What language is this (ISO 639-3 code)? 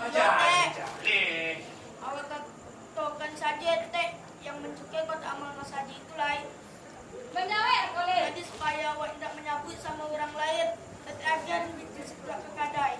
min